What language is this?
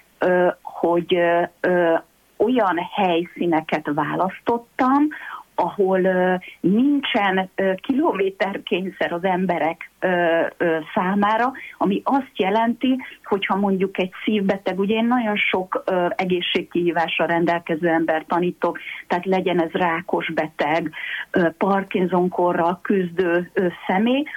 Hungarian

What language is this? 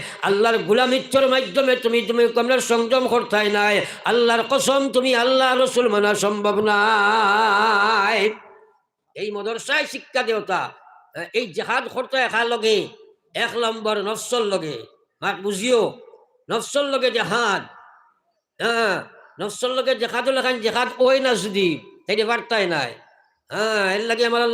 Sylheti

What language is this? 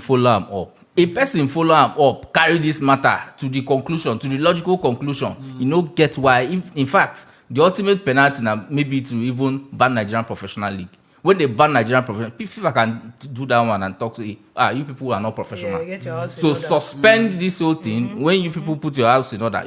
Nigerian Pidgin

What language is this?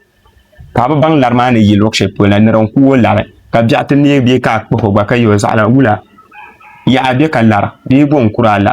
Dagbani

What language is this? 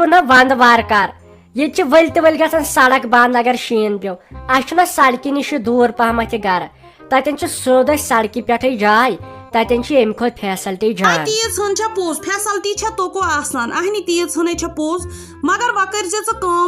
Kashmiri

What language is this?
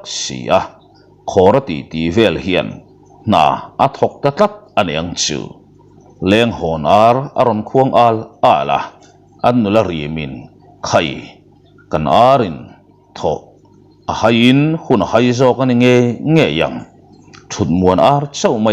Mizo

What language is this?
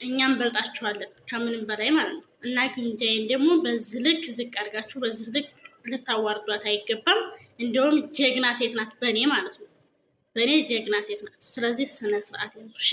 Amharic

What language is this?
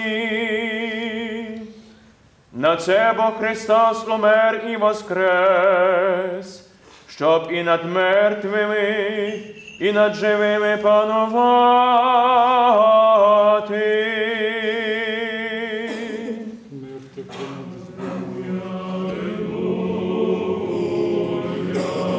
Ukrainian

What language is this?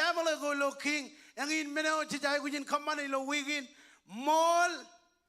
Marshallese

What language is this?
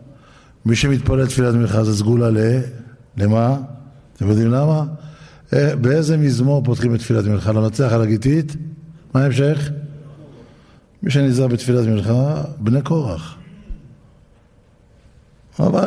Hebrew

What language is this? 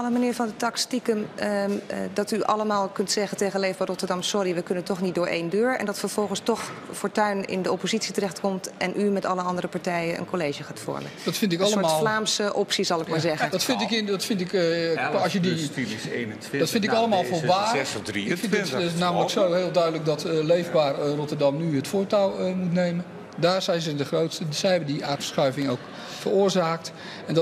Dutch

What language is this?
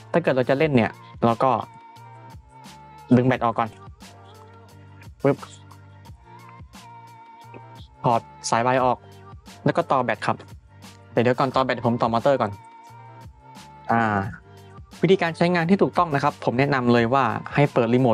Thai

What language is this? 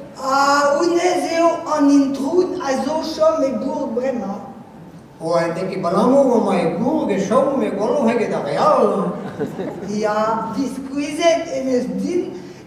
Breton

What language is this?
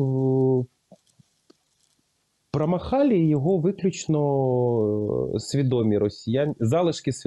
Ukrainian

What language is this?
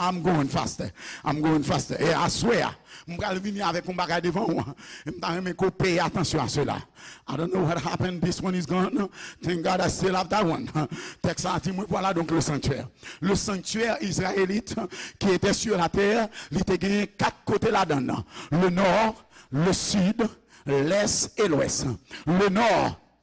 Haitian Creole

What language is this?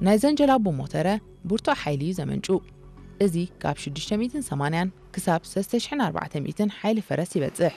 Tigrinya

